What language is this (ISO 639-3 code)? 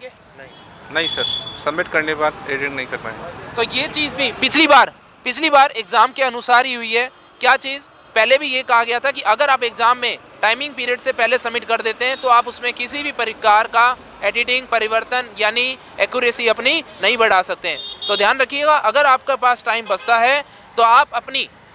hin